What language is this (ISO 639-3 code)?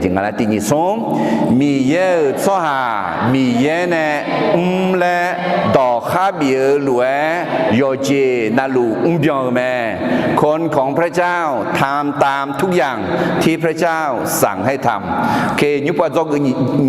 ahk